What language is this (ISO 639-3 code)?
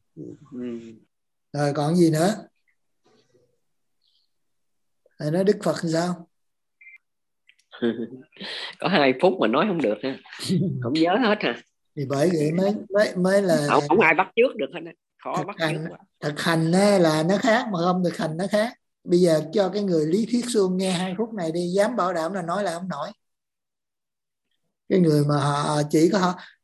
vie